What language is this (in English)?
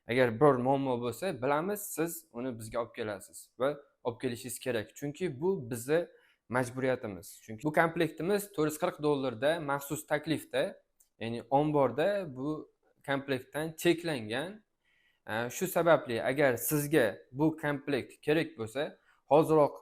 Uzbek